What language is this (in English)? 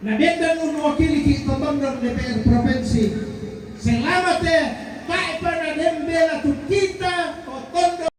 Toraja-Sa'dan